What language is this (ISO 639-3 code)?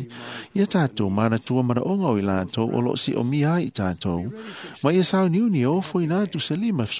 smo